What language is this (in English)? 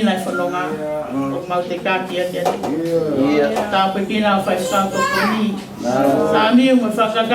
Tongan